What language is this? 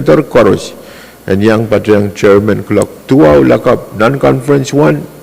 Pohnpeian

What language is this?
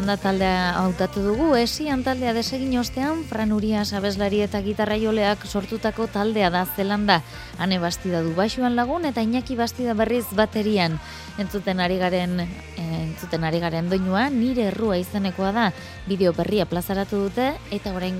Basque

